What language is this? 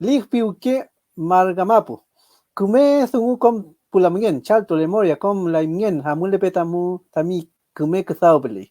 Mapuche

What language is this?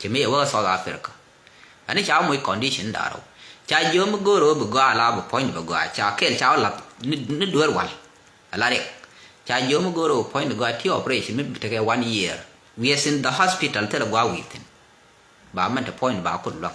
Nuer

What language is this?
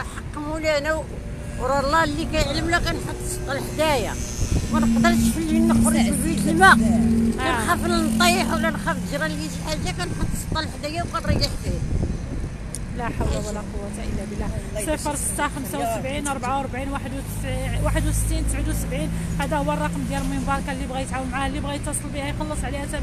Moroccan Arabic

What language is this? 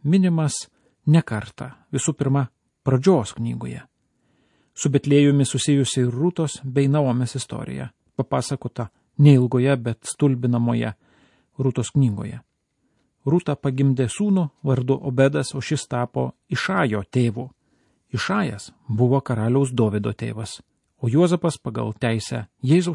Lithuanian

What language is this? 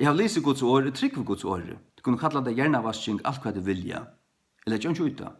Faroese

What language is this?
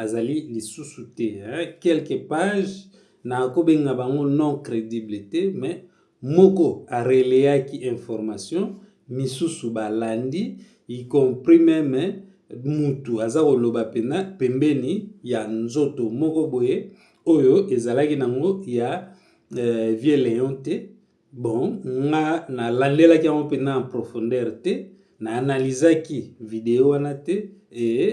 Lingala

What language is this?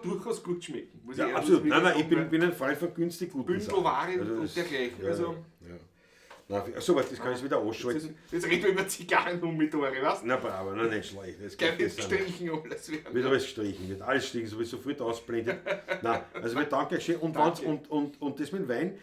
Bavarian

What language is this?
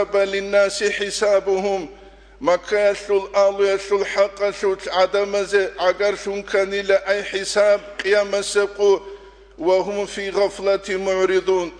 Avaric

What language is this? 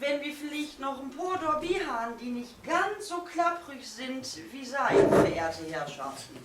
Low German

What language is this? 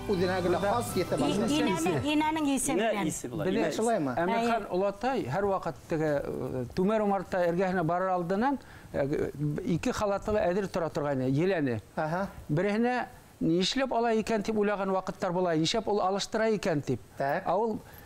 Bashkir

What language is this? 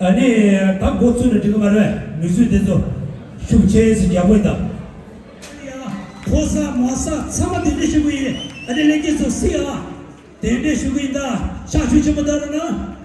Tibetan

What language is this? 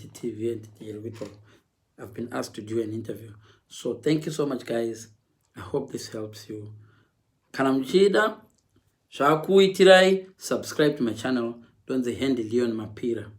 Shona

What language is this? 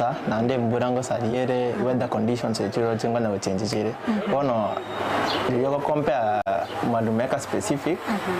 Gusii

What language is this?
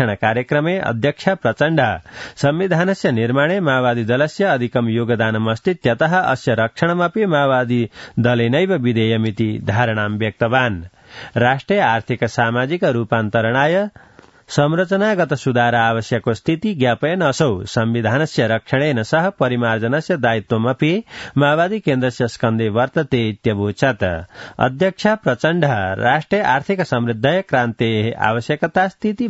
Sanskrit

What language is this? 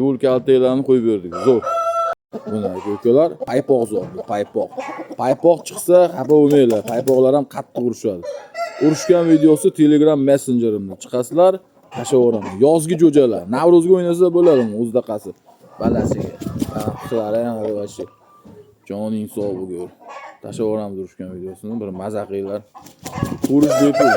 Uzbek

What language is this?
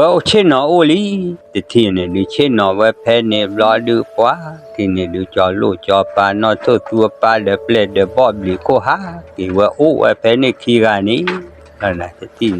S'gaw Karen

